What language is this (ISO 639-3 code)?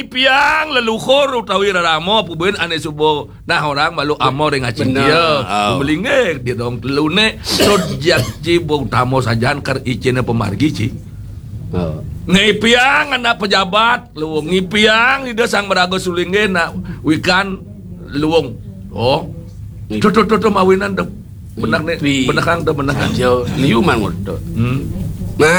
ban